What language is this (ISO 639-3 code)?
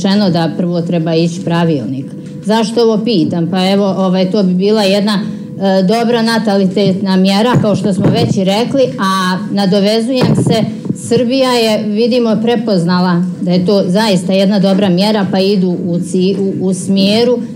hrv